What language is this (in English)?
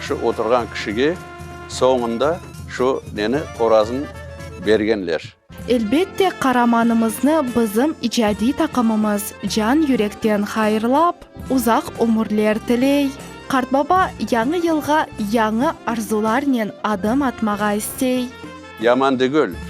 Crimean Tatar